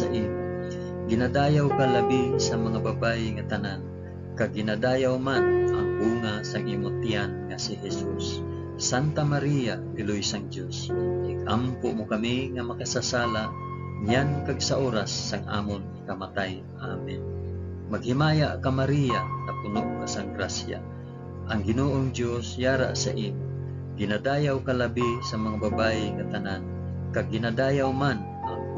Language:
Hiligaynon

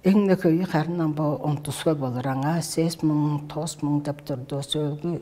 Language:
Tuvinian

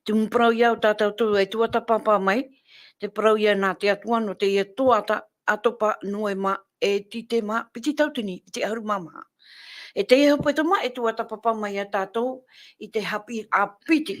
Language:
Tahitian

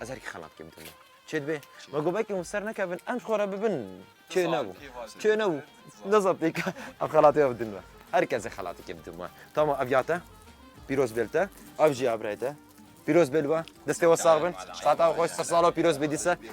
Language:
Kurdish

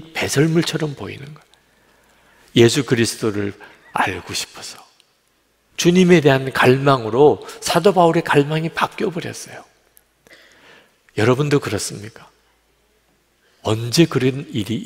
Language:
Korean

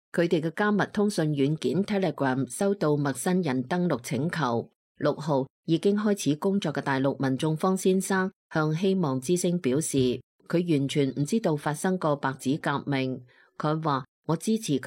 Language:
Cantonese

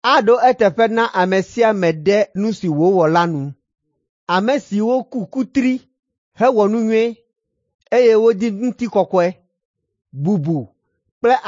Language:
Ewe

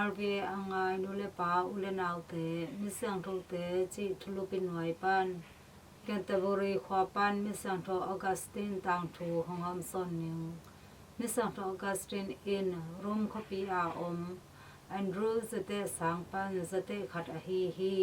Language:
Tedim Chin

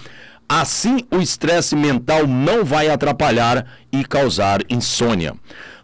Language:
Portuguese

